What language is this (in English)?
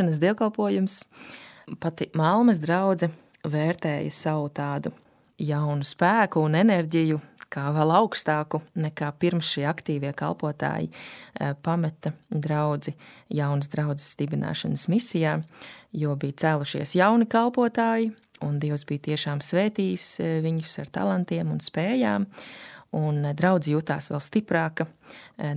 Latvian